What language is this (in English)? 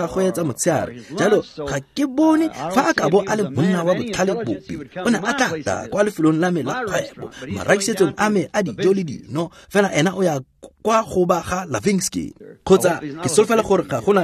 Tswana